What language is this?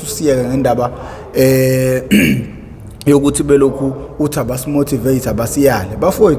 Zulu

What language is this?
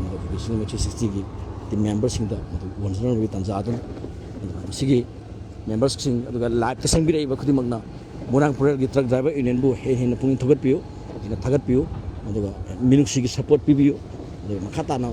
Manipuri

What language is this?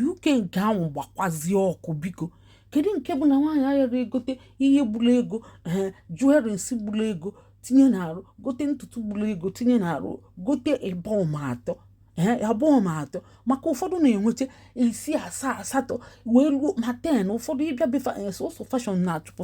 Igbo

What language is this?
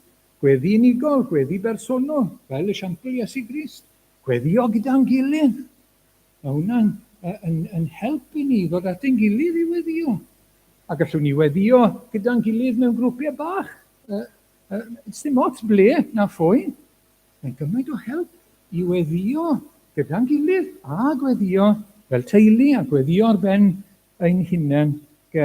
Welsh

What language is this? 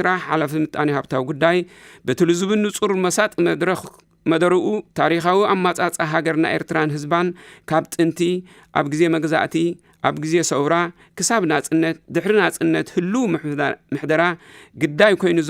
Tigrinya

